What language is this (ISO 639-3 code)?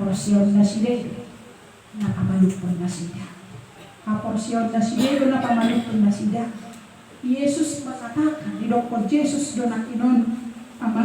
bbc